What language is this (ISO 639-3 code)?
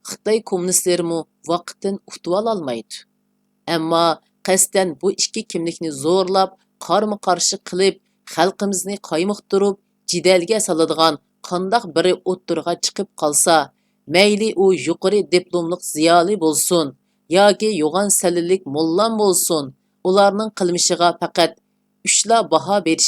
uig